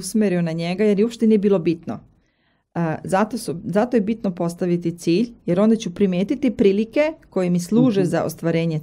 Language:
Serbian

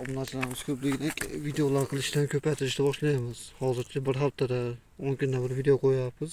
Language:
Uzbek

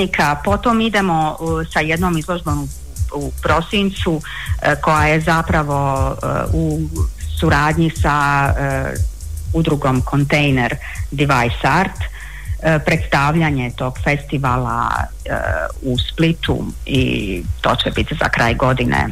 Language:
Croatian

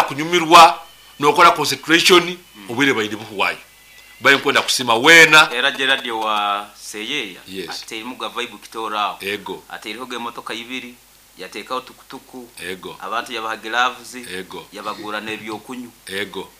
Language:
Nyoro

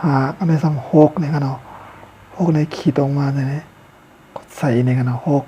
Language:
Shan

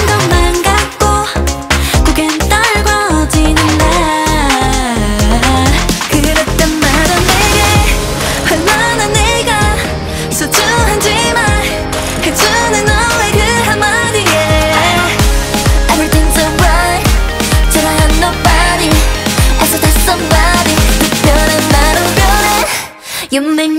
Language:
Korean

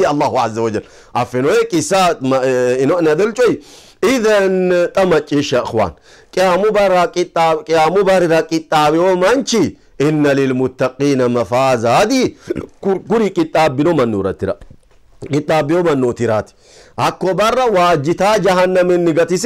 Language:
Sidamo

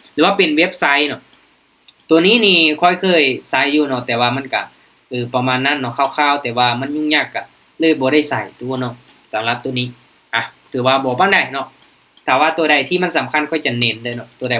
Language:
Lao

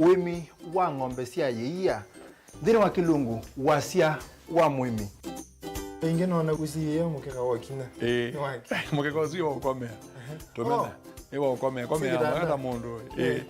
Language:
Kamba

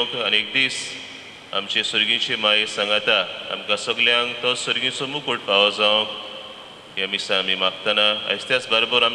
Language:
Konkani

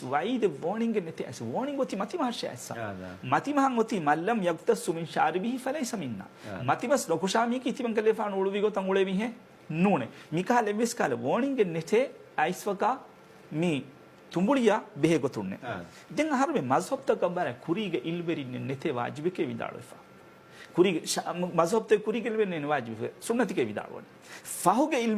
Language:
Divehi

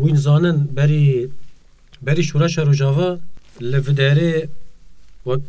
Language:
Kurdish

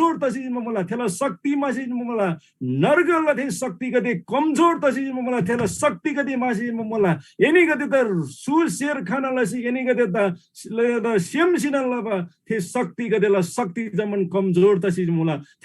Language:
Eastern Tamang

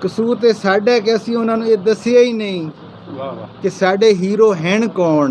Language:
Saraiki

